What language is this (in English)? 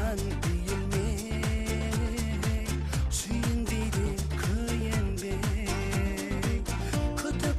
Kara-Kalpak